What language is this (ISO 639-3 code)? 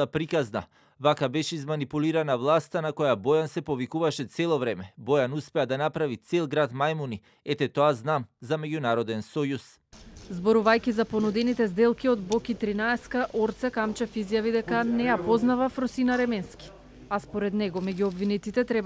mkd